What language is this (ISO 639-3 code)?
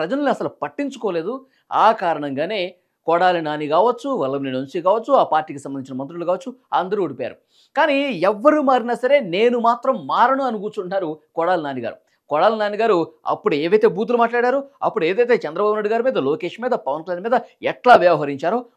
tel